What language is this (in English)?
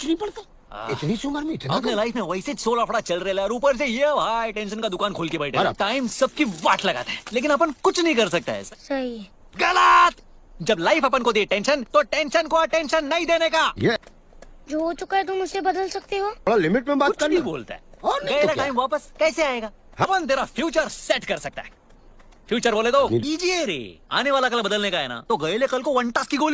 Hindi